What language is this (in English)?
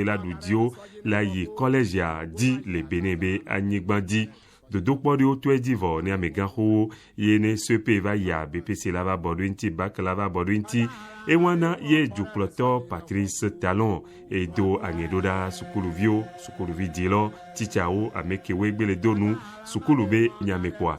Ewe